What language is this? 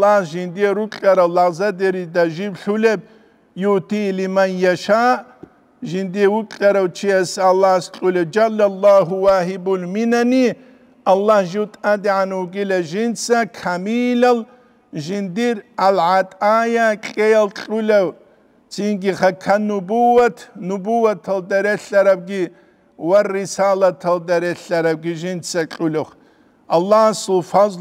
Avaric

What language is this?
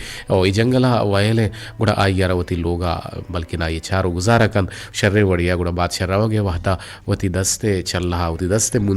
Eastern Balochi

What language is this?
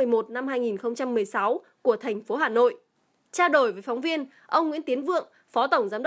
Vietnamese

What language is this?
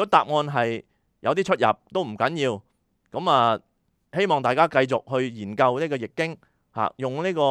Cantonese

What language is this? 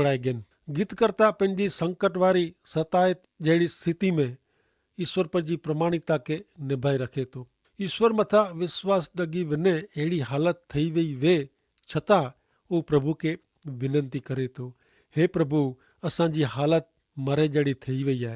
Kachhi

